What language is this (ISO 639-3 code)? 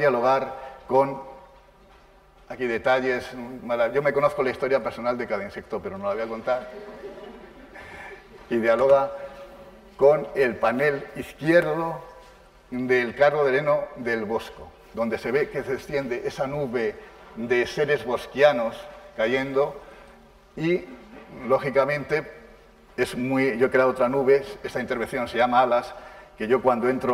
spa